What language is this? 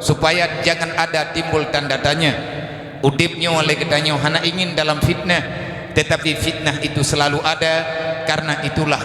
Achinese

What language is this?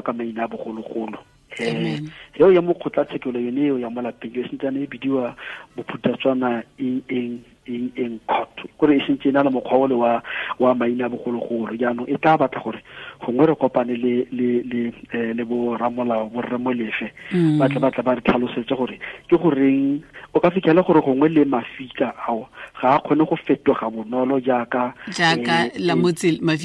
Tswana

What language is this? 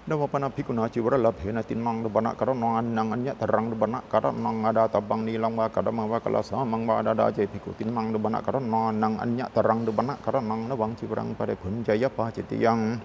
Pali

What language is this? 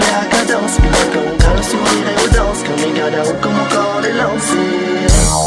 Réunion Creole French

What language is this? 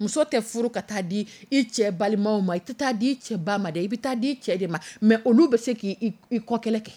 Dyula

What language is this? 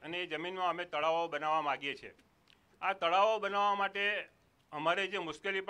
Gujarati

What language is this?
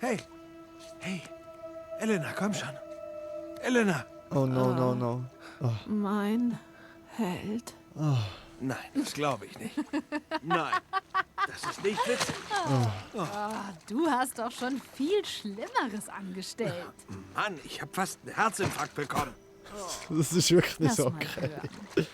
Swiss German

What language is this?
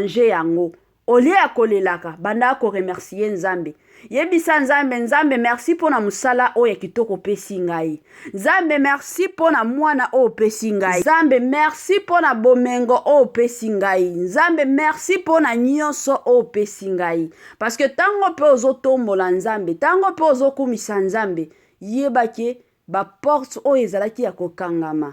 Lingala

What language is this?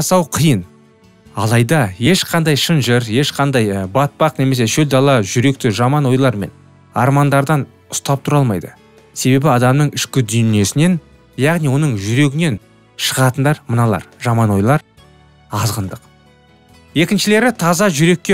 Kazakh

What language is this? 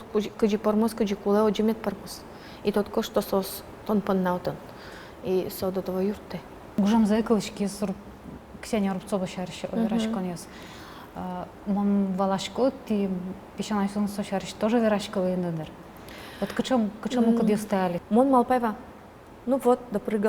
Udmurt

